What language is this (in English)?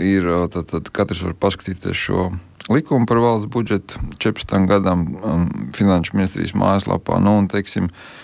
Latvian